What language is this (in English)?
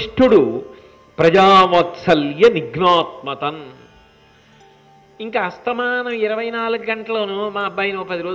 Telugu